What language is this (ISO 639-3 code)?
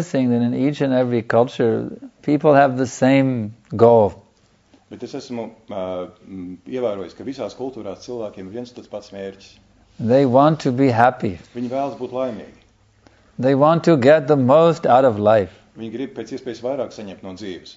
lav